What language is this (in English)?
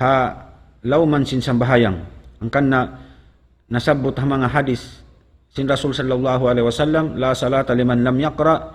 Tausug